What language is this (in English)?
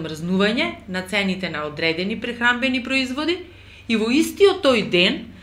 Macedonian